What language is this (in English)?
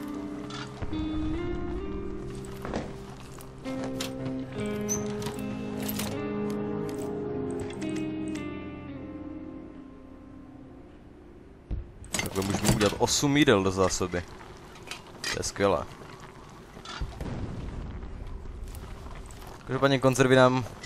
Czech